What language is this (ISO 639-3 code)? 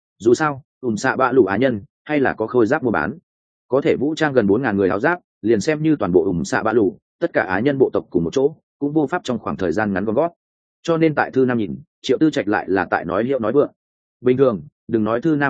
vie